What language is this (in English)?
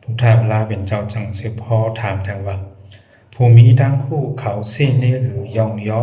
Shan